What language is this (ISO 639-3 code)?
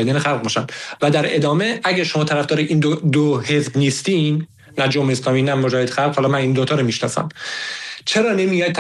fas